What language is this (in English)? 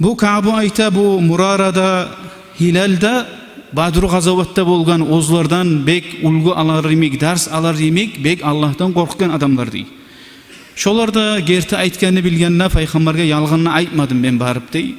Kumyk